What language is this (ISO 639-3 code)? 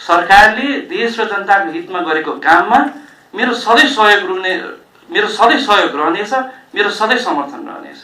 nep